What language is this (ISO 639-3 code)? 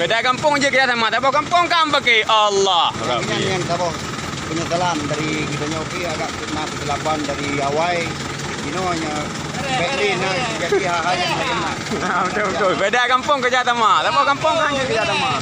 ace